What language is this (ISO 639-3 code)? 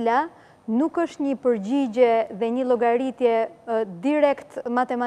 sqi